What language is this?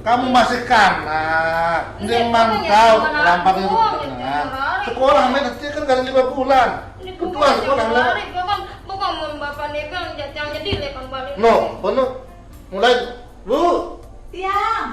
Sasak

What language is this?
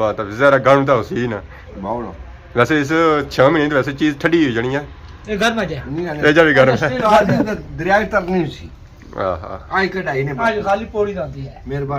Pahari-Potwari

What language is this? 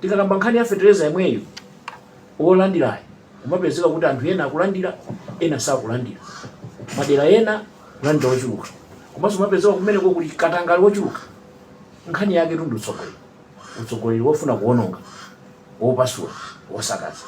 Nyanja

